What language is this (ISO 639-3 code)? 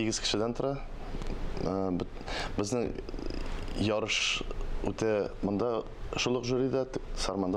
tat